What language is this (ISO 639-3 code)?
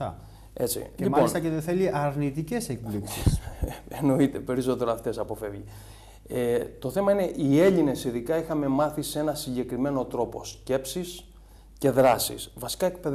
ell